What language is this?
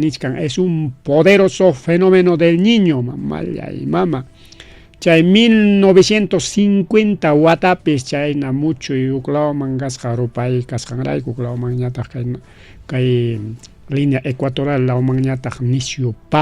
Ayacucho Quechua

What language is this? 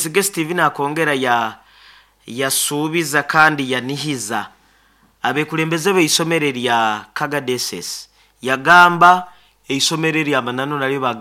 Nyoro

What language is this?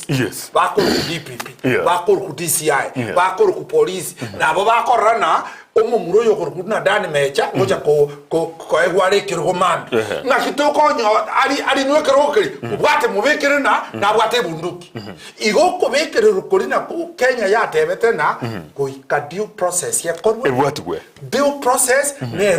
Gusii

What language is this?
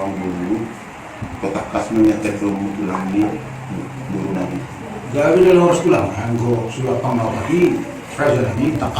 Batak Toba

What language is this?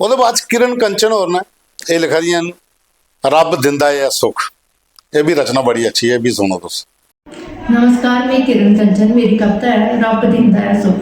Dogri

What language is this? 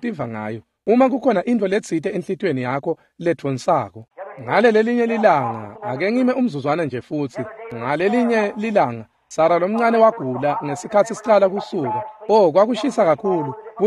Swati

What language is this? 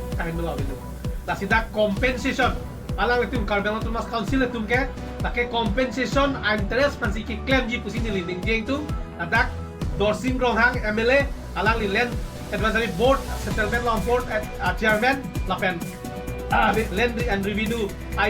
Karbi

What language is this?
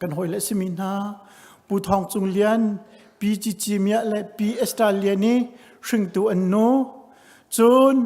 Hakha Chin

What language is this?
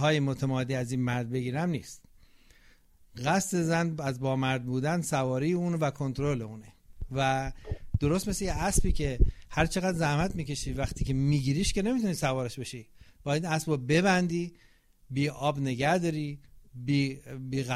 Persian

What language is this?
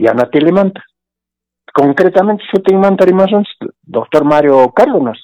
Quechua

